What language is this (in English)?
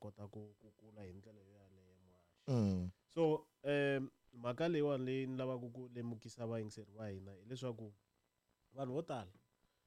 Tsonga